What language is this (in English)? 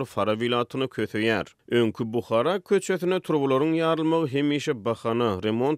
Turkmen